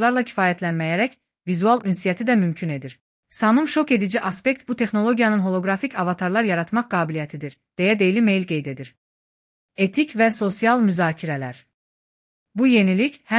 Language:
Azerbaijani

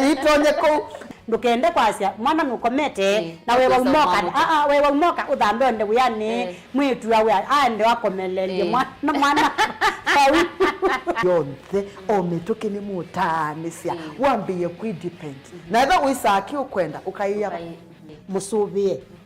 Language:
Kamba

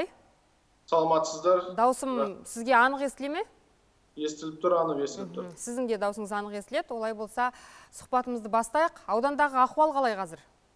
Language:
Kazakh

